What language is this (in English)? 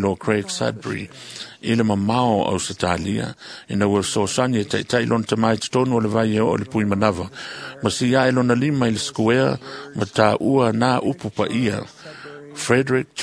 Samoan